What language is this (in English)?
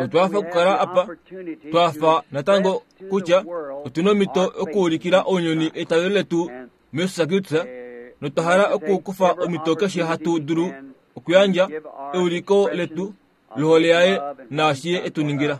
Kuanyama